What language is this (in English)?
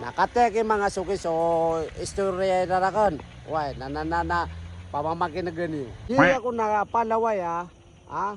Maranao